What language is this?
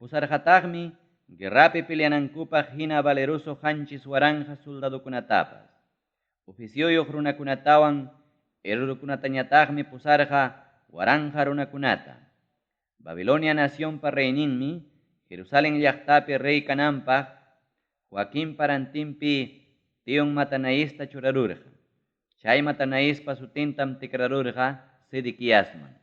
Ayacucho Quechua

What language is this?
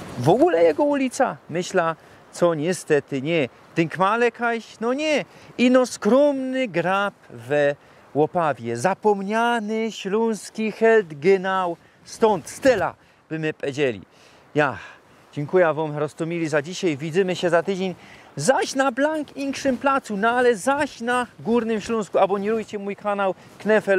Silesian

